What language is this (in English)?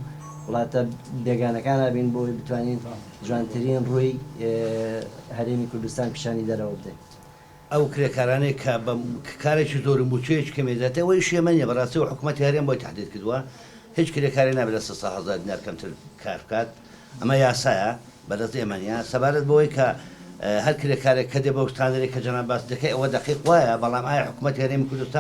Central Kurdish